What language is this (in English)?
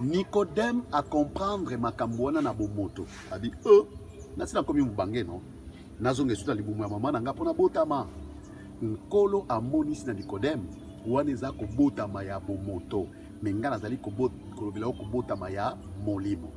Lingala